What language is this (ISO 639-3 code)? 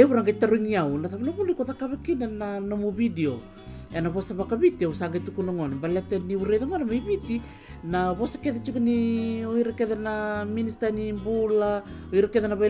fij